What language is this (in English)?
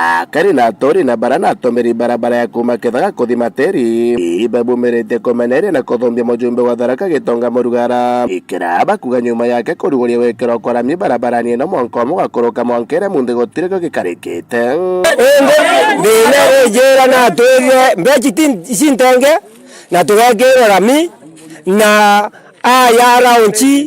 Meru